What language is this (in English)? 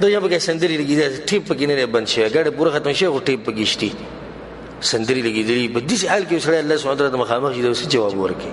Pashto